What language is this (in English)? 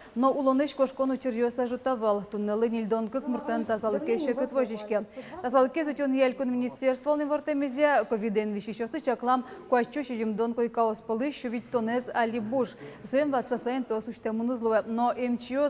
Udmurt